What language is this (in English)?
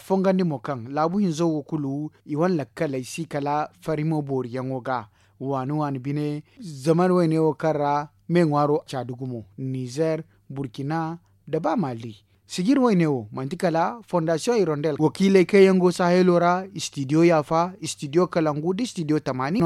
Zarma